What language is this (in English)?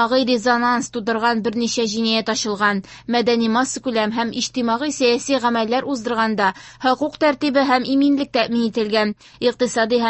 Tatar